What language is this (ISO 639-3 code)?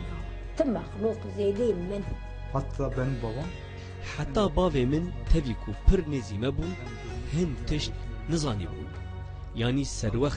kur